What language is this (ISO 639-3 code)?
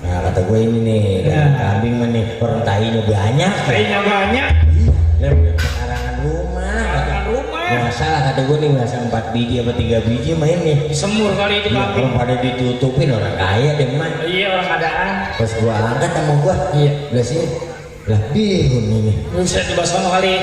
bew